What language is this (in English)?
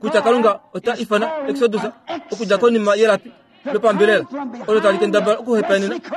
Kuanyama